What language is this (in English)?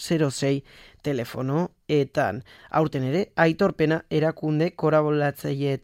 Basque